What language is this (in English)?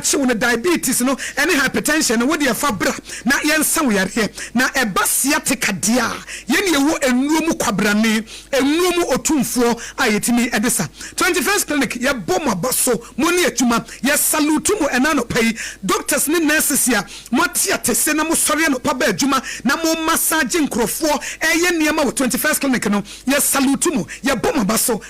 Akan